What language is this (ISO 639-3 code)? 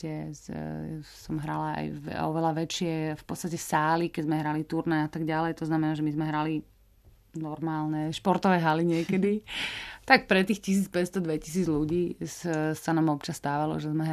slk